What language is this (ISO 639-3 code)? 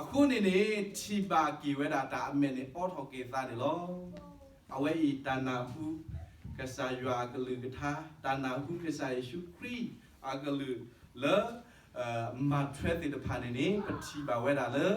ksw